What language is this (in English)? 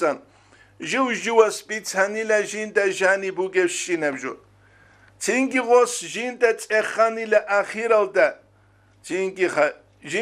Avaric